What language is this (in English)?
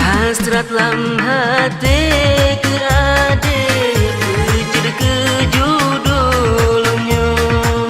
Achinese